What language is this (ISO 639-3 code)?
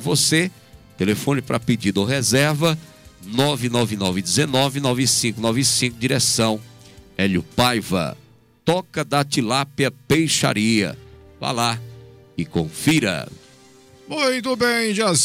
por